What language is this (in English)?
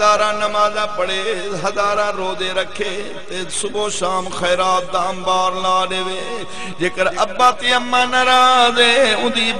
Saraiki